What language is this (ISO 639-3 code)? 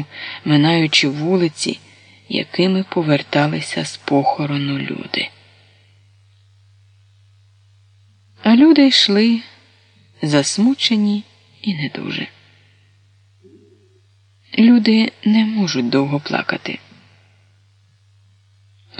ukr